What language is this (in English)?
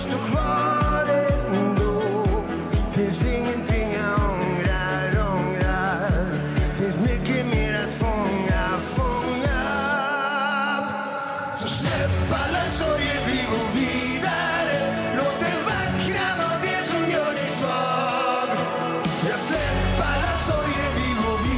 Swedish